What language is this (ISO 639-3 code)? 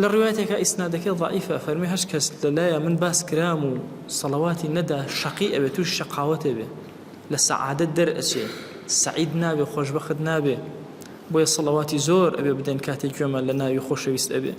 ckb